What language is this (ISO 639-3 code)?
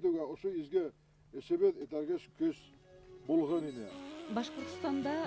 bak